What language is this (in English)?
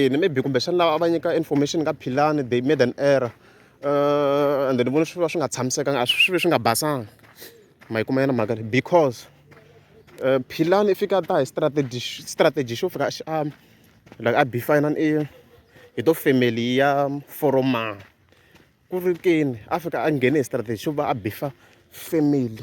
Tsonga